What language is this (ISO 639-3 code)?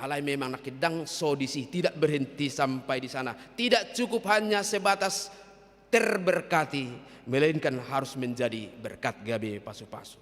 bbc